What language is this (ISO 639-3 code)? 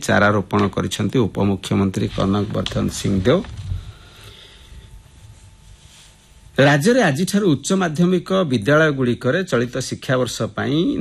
ori